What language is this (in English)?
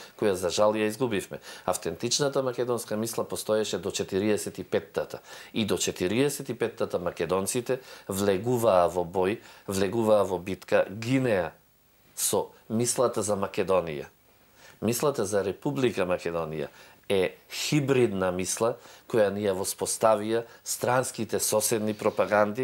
Macedonian